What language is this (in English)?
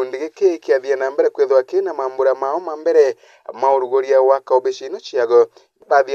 Meru